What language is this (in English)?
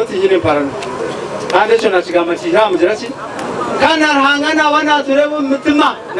Nyankole